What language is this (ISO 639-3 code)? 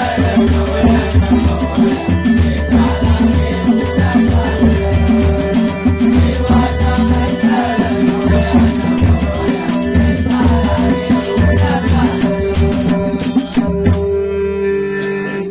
mar